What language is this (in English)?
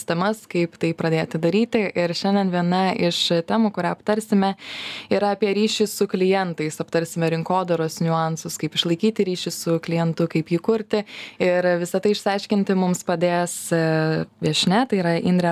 Lithuanian